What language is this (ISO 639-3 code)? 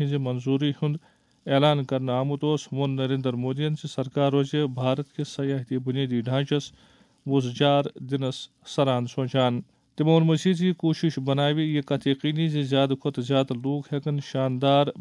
kas